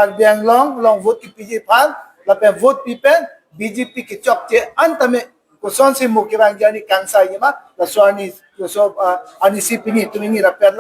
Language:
Karbi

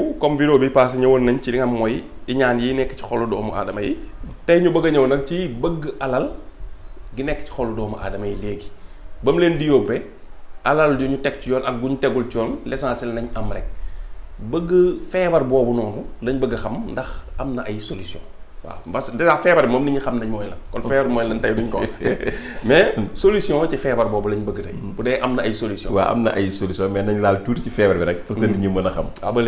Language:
Wolof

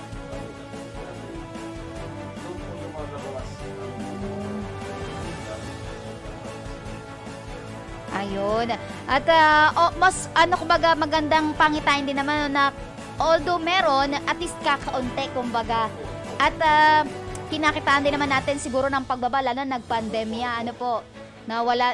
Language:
Filipino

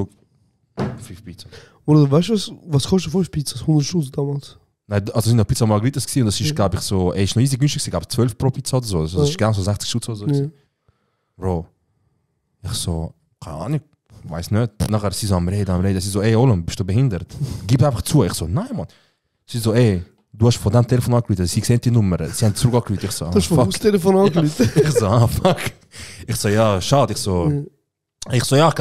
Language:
Swiss German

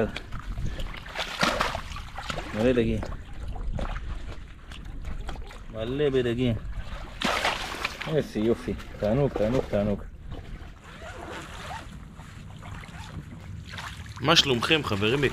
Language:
Hebrew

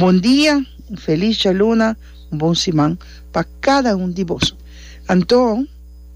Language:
Papiamento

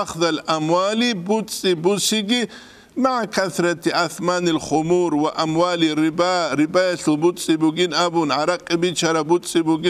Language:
Avaric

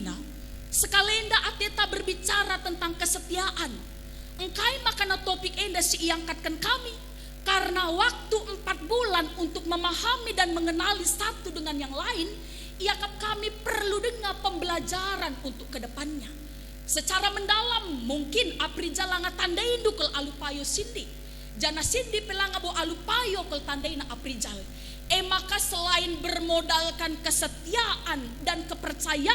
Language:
Batak Karo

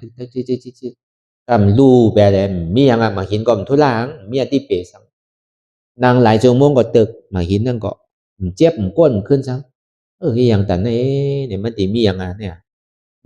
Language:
Shan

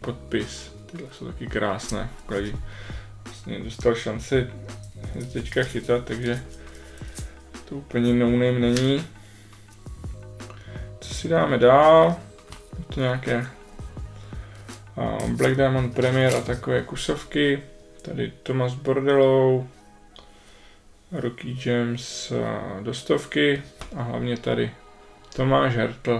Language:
Czech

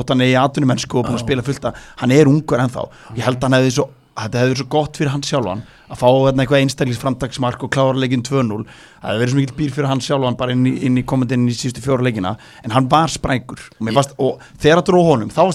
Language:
Icelandic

